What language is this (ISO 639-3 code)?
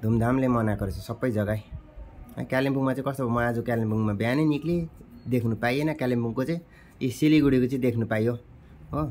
nep